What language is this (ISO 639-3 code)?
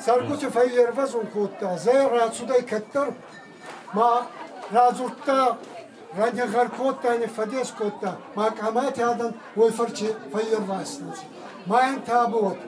oss